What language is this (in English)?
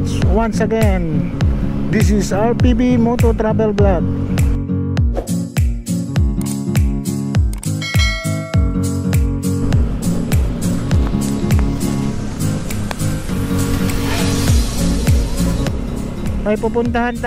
Filipino